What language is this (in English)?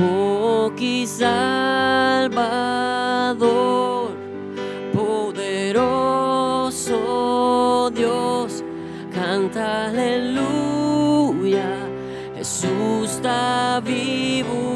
Papiamento